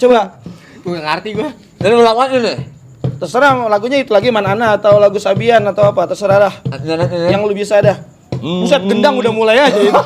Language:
Betawi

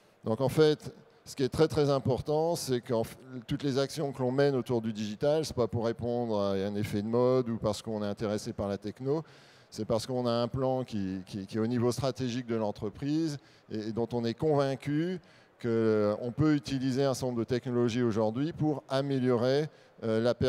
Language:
French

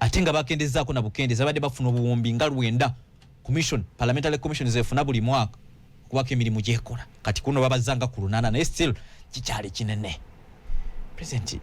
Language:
Ganda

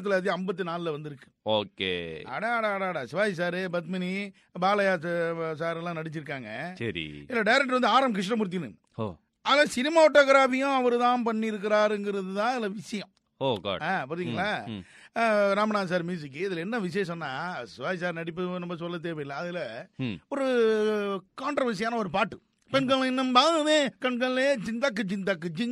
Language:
Tamil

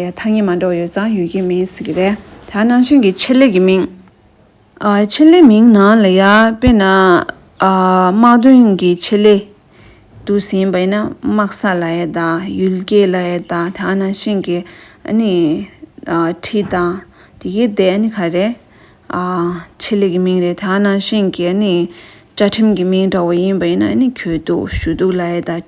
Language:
Tibetan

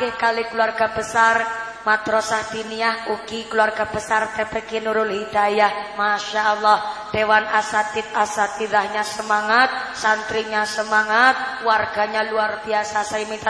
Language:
Javanese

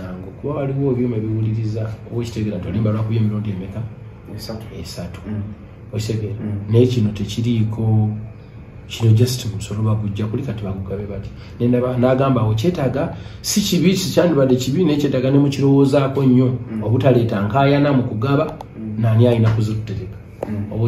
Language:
Ganda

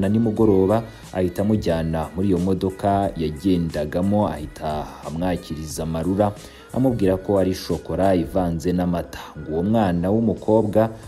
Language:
Kinyarwanda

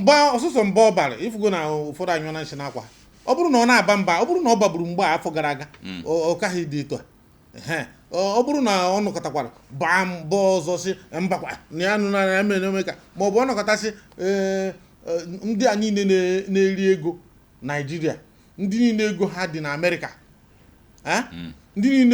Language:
Igbo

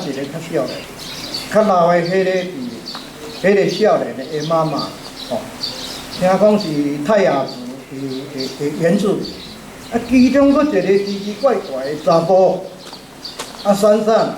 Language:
Min Nan Chinese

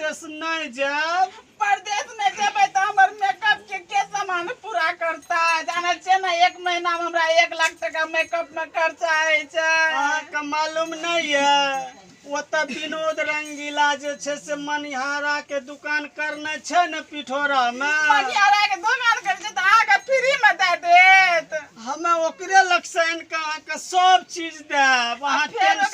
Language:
Maithili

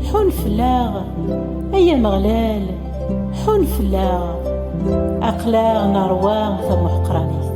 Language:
Kabyle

